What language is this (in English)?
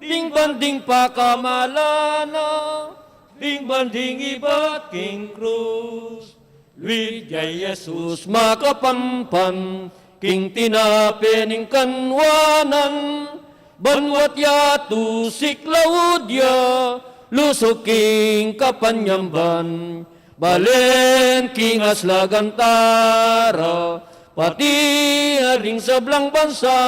Pampanga